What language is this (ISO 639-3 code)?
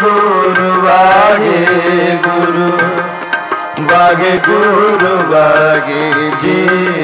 pan